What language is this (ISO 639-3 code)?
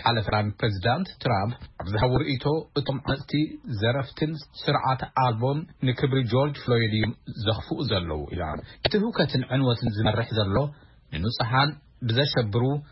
tir